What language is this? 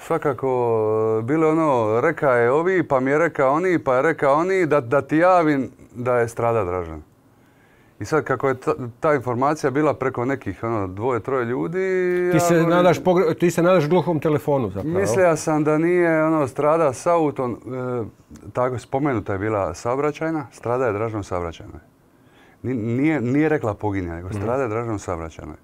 Croatian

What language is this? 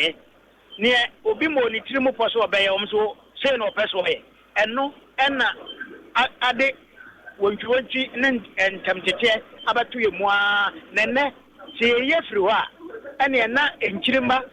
Akan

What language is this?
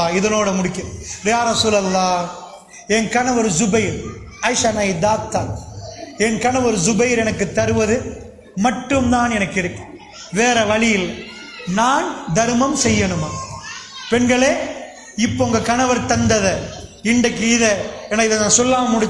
Tamil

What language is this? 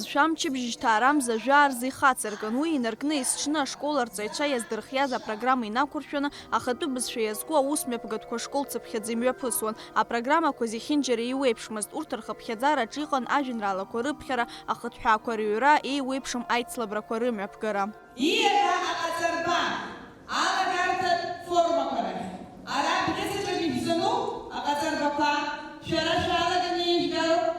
Abkhazian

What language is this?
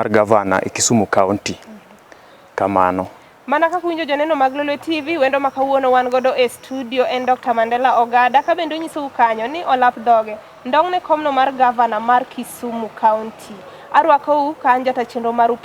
Luo (Kenya and Tanzania)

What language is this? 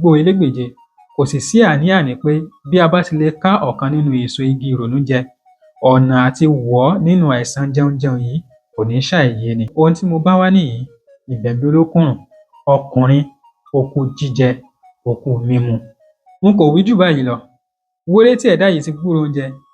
Yoruba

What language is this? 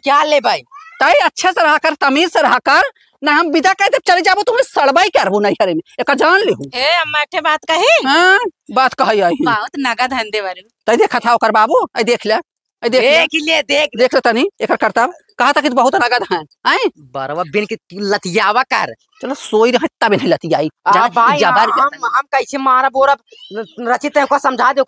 Awadhi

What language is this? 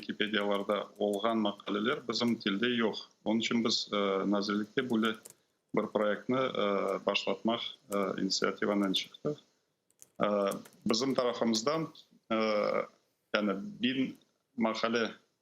Crimean Tatar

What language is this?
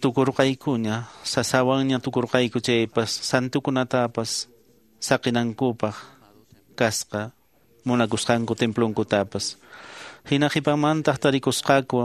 Quechua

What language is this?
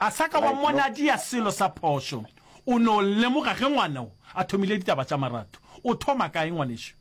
Northern Sotho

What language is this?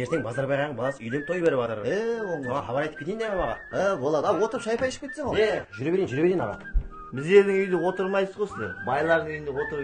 Kara-Kalpak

